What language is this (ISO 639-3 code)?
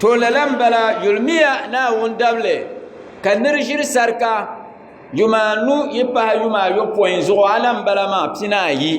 dag